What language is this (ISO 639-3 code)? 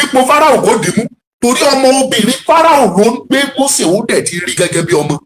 yor